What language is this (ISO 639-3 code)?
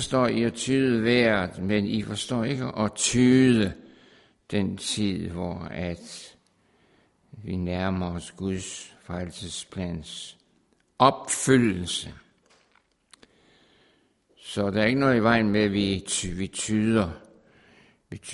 dan